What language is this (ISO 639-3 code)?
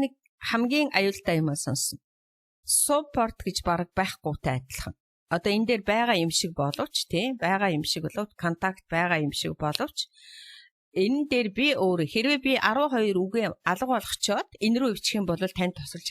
mon